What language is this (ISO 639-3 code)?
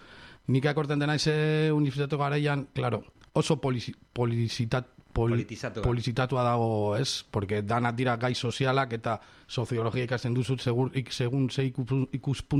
eus